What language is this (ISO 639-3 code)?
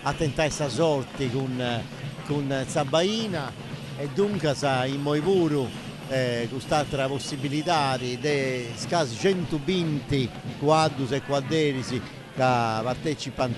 srd